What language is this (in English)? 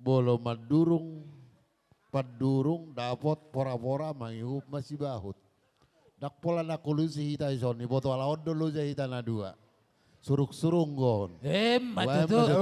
Batak Toba